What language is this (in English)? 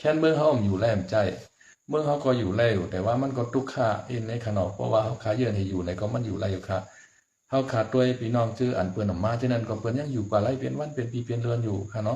Shan